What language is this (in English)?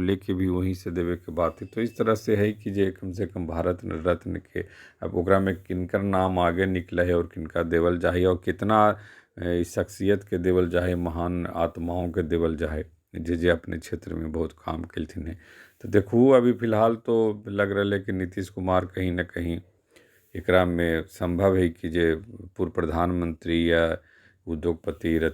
Magahi